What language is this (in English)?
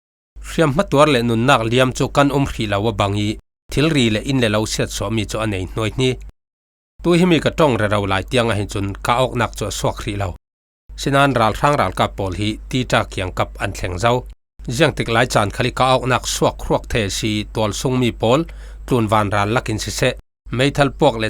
Falam Chin